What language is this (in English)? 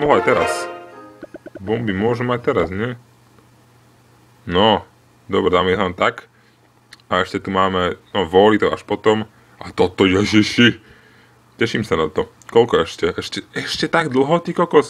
Slovak